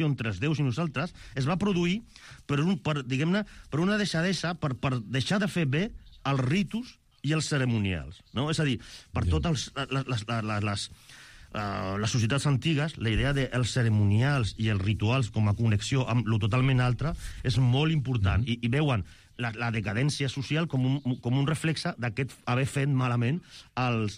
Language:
Catalan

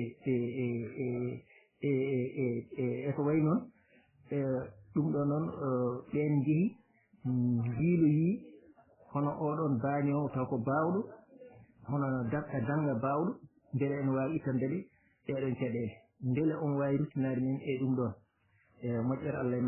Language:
Fula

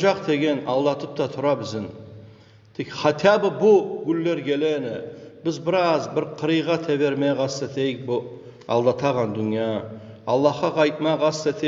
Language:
Kumyk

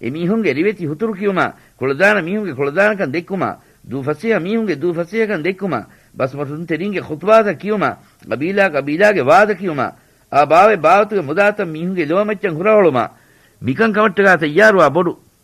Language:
Divehi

